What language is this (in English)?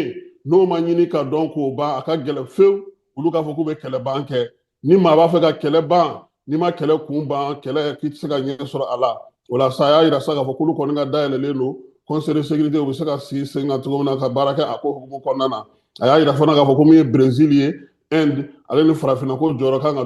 Bambara